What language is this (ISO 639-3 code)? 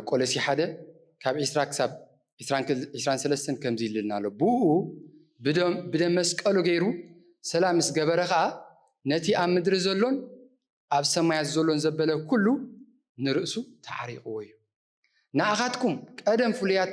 tir